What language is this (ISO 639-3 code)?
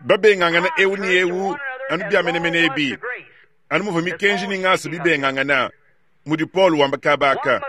lua